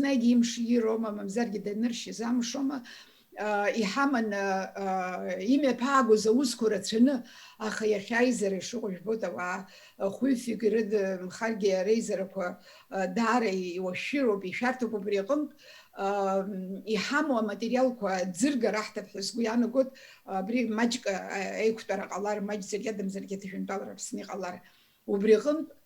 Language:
Abkhazian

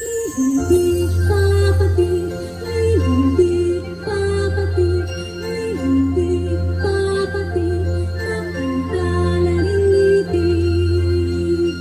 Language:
Pampanga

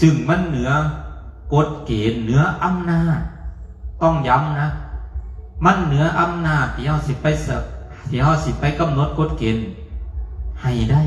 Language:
Northeastern Thai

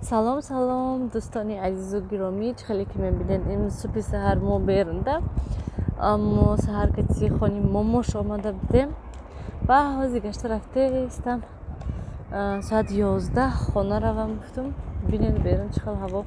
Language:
Tajik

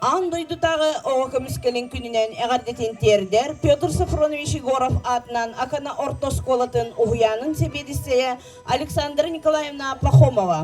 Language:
Yakut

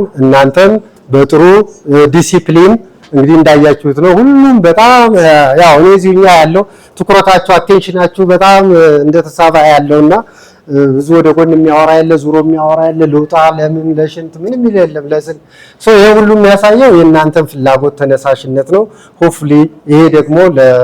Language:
Amharic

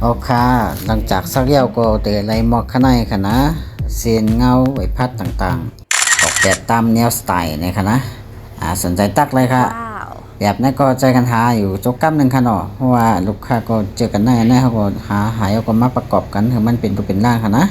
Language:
Shan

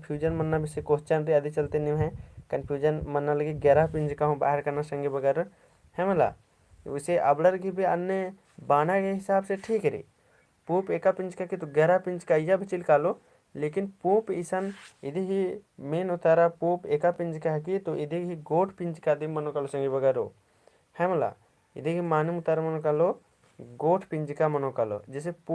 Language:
Kurukh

